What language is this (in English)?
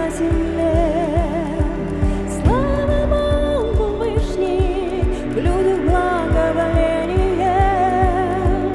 Russian